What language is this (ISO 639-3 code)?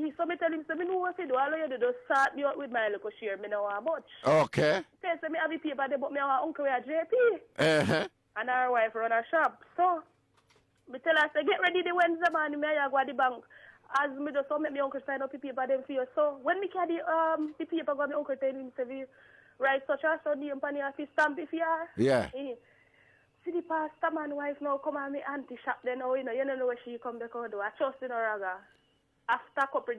jam